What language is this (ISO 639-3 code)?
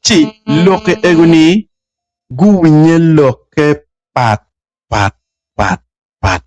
ach